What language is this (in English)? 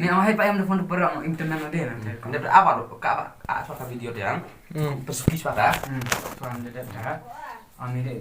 Khasi